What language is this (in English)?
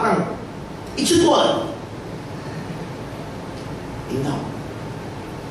Chinese